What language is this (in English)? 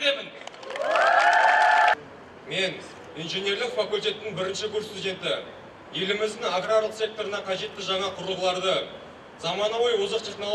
Kazakh